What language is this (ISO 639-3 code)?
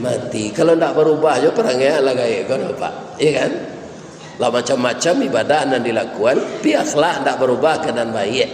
min